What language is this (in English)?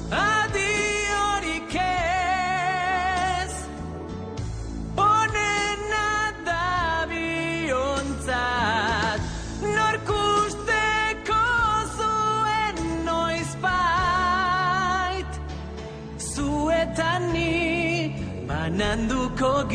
Basque